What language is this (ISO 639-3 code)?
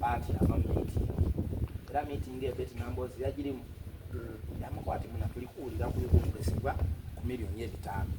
xog